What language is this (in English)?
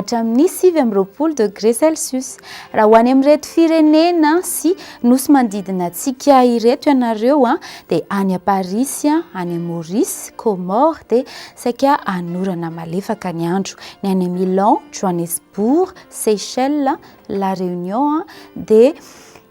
Malagasy